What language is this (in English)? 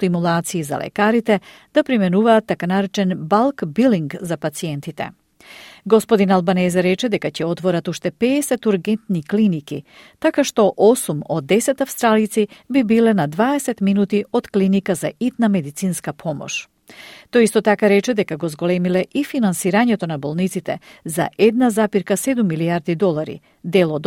Macedonian